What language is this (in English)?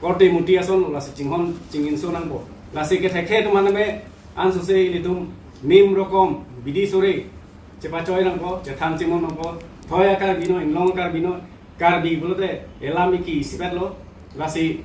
Karbi